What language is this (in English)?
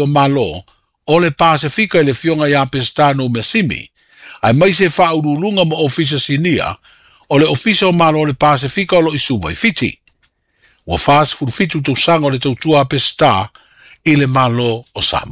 Samoan